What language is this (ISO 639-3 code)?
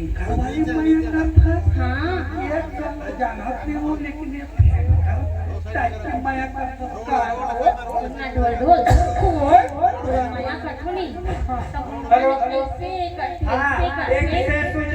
hne